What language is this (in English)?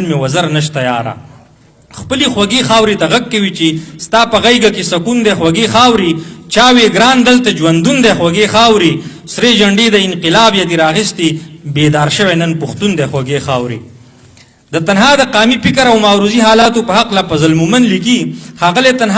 Pashto